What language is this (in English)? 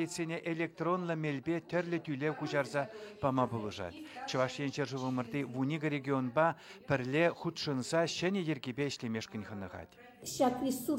Chuvash